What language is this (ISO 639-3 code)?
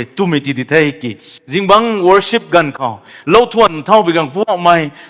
nbu